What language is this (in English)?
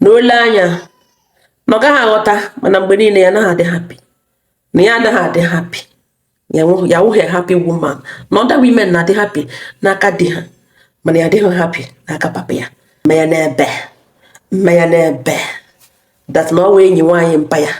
Igbo